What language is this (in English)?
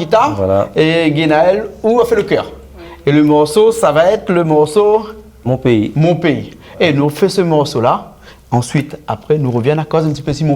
Réunion Creole French